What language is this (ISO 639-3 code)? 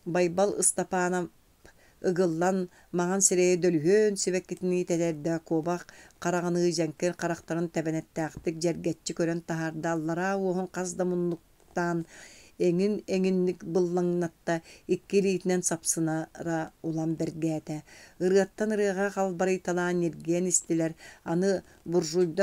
sah